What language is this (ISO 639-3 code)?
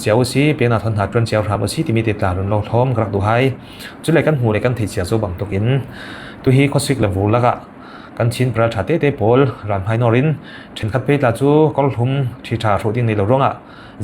cfm